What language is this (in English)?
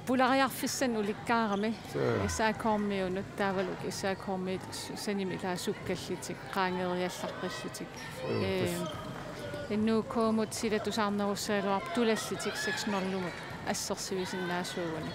Kalaallisut